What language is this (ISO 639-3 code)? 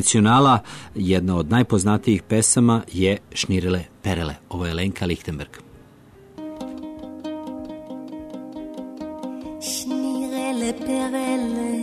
srp